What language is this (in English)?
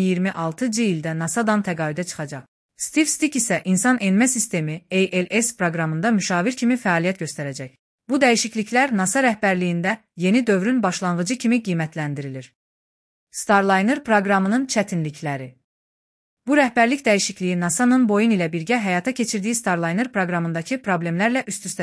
Azerbaijani